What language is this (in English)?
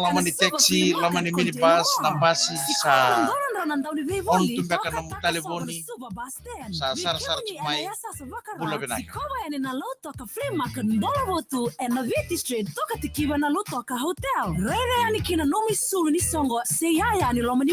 Fijian